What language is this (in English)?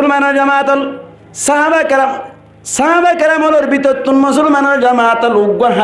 Rohingya